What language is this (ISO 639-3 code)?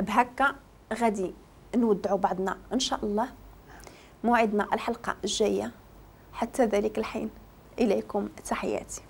ary